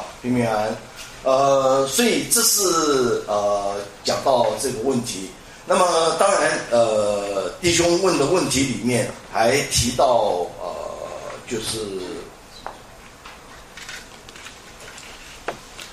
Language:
Chinese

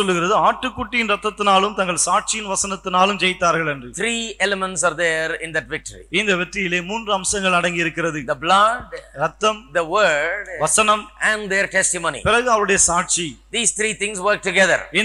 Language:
Tamil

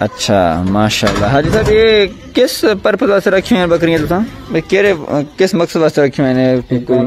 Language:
Saraiki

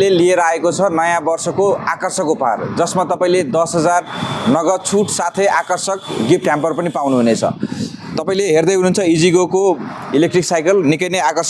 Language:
Nepali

